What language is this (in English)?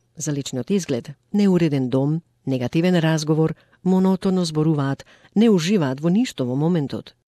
Macedonian